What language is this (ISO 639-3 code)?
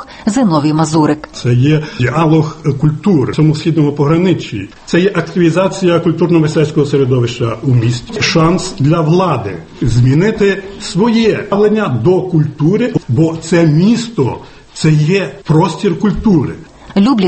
ukr